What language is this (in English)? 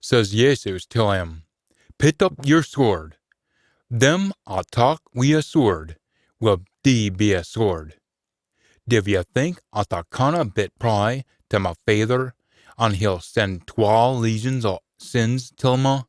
Scots